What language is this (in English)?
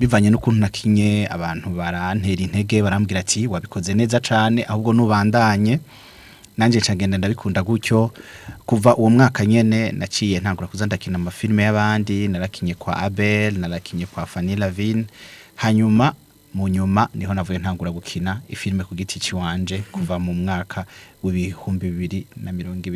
Rundi